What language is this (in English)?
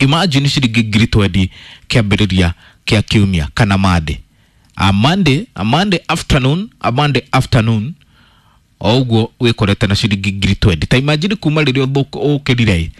Kikuyu